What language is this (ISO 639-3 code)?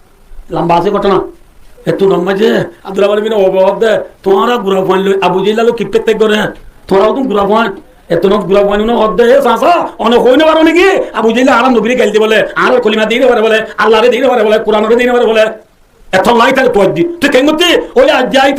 rhg